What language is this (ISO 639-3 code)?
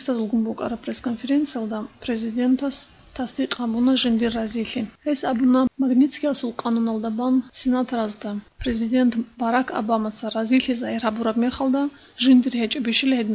ava